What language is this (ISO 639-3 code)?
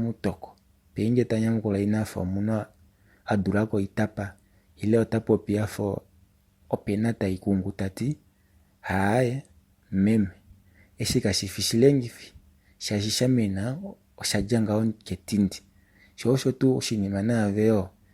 kua